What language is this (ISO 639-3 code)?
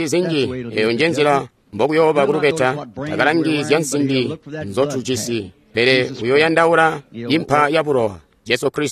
toi